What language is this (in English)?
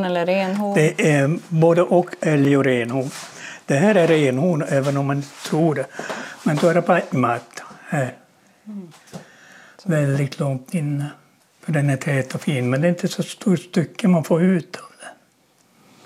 Swedish